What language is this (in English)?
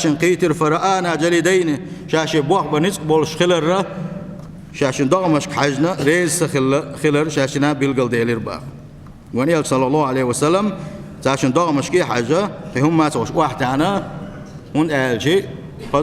Chechen